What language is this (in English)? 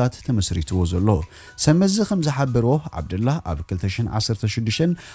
Tigrinya